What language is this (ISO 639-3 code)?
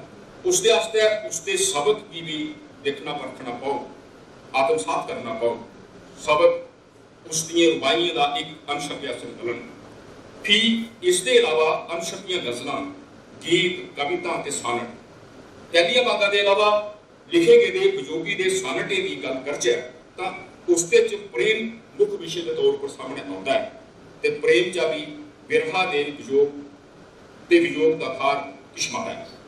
doi